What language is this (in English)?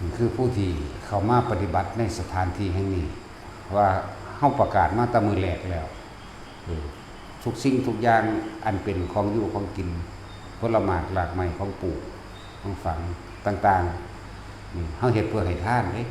Northeastern Thai